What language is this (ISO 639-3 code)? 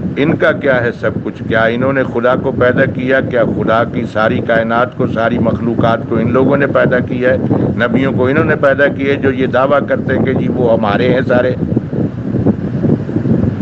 urd